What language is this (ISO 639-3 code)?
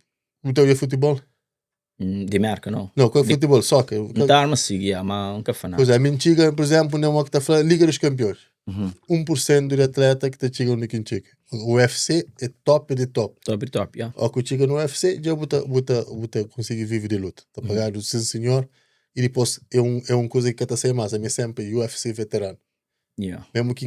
kea